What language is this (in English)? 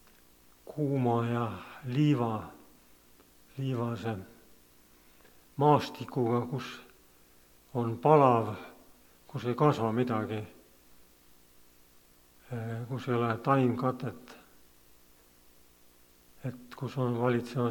Estonian